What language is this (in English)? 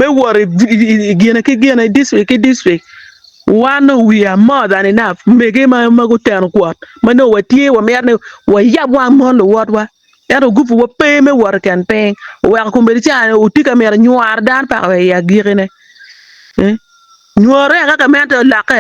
Acoli